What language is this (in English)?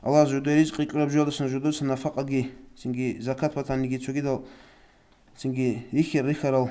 Avaric